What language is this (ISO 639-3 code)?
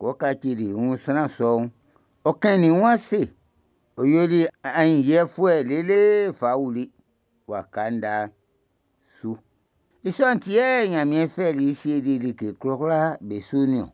bci